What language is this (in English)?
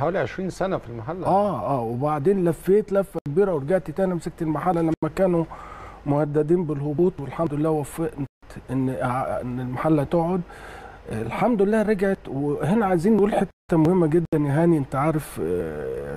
Egyptian Arabic